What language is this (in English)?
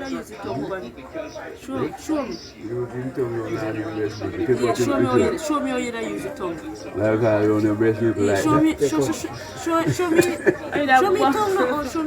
Jamaican Creole English